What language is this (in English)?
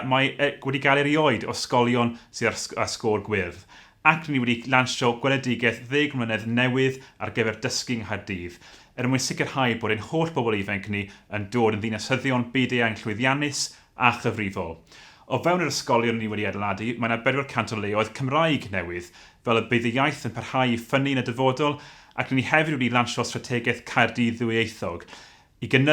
Welsh